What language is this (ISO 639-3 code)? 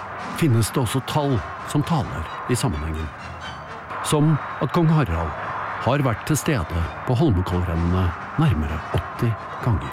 nor